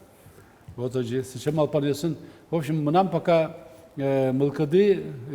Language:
Udmurt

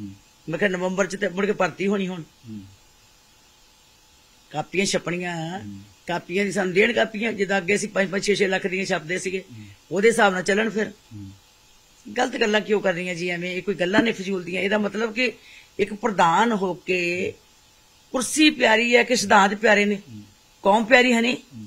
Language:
Punjabi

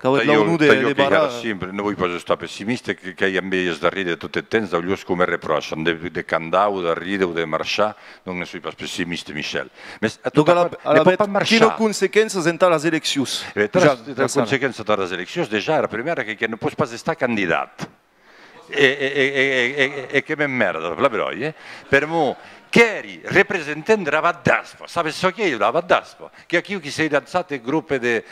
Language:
Occitan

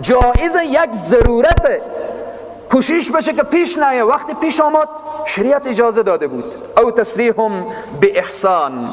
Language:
Persian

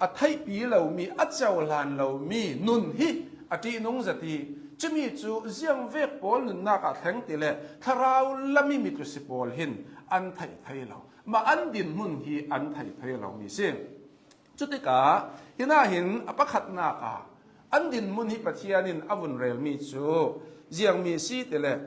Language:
Hakha Chin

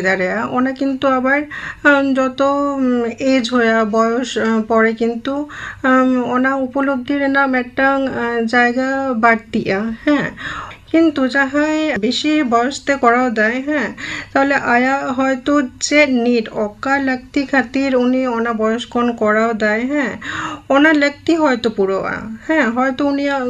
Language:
Santali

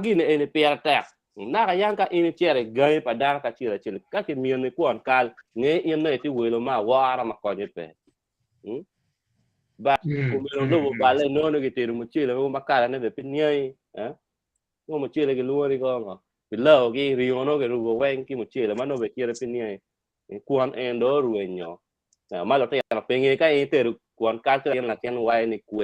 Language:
Acoli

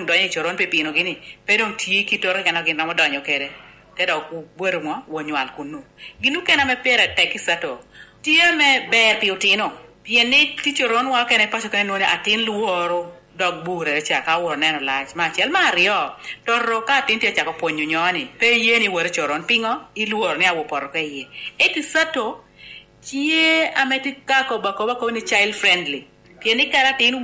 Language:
Lango (Uganda)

